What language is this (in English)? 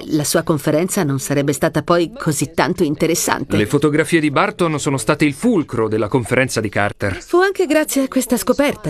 Italian